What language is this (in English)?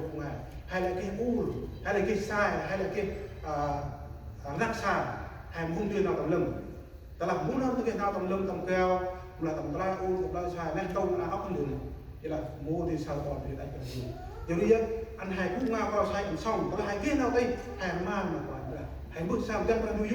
Central Mnong